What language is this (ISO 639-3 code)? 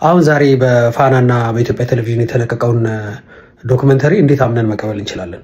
amh